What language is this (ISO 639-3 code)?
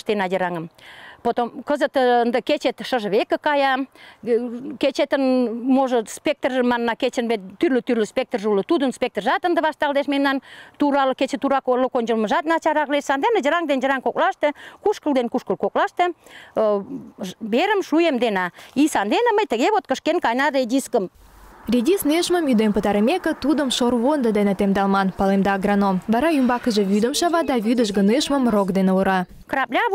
chm